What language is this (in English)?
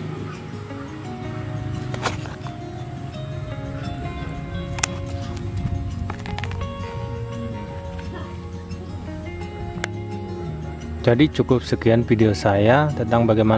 Indonesian